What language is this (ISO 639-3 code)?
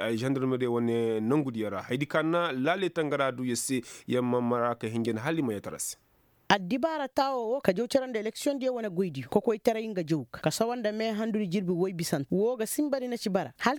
ses